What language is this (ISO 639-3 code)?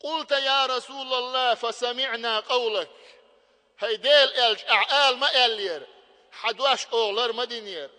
che